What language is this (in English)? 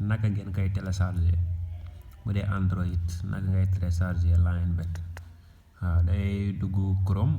Wolof